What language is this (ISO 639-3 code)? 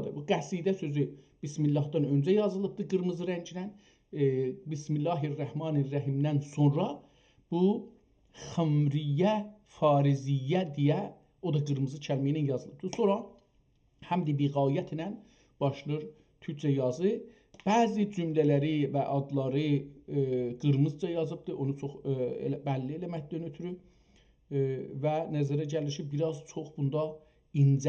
azb